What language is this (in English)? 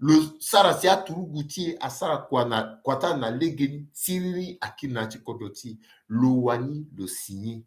Sango